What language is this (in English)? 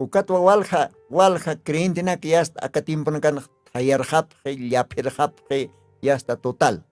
Aymara